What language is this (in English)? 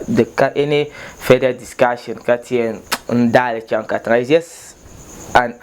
Dagbani